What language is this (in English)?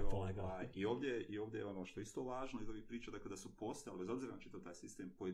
Serbian